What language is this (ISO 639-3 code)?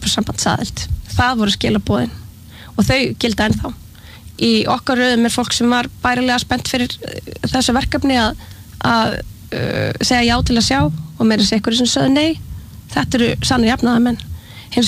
isl